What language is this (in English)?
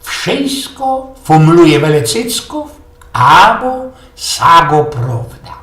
Silesian